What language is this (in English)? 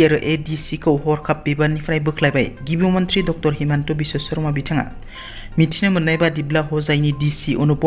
Bodo